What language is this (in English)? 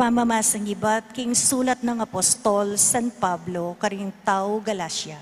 Pampanga